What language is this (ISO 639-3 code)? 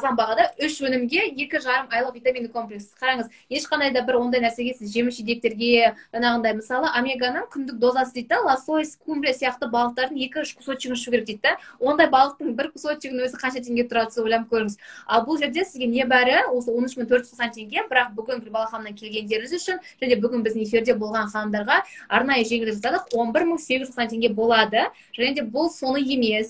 kaz